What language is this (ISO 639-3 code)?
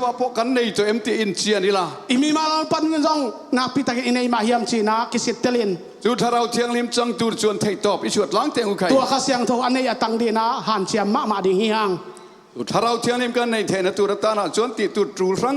ctd